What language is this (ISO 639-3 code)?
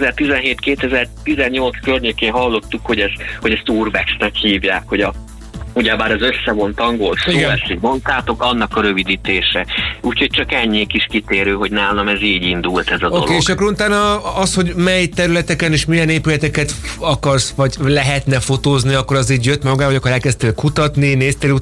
hun